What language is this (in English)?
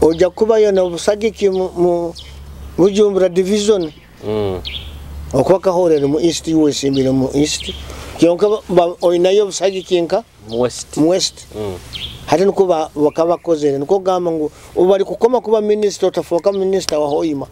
Nyoro